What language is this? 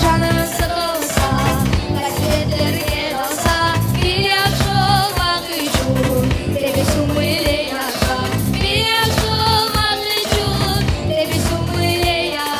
Crimean Tatar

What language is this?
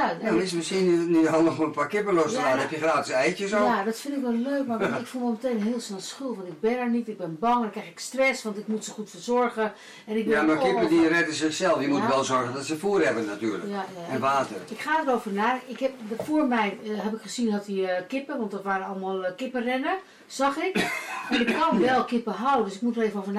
Dutch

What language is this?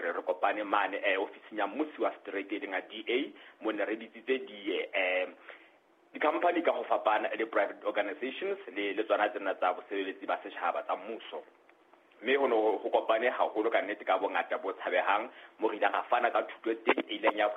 Southern Sotho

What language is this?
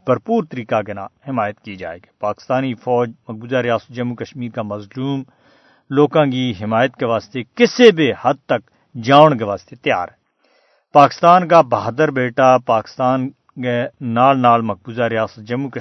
Gujari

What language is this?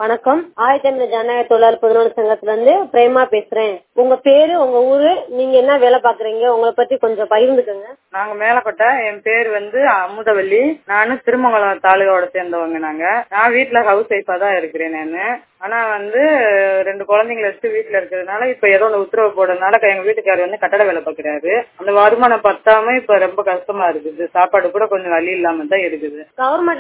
Tamil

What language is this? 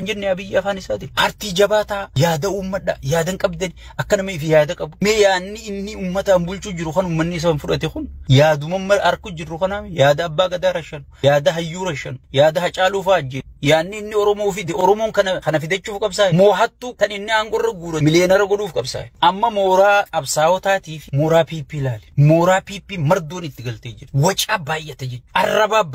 Oromo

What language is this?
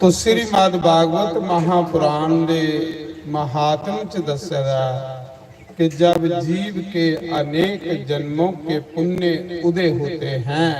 Dogri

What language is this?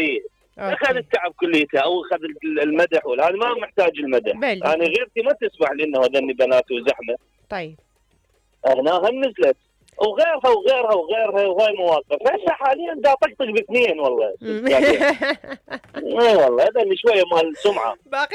Mesopotamian Arabic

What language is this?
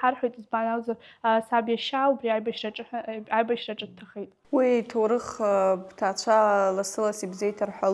Abkhazian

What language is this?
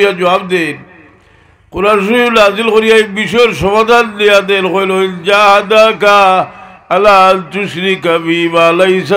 Sylheti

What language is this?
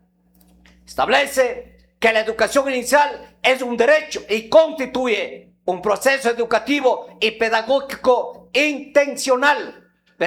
Spanish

